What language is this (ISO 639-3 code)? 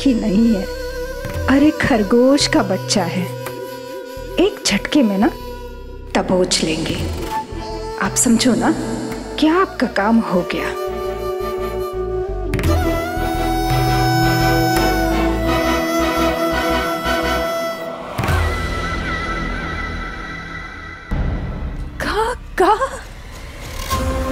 hin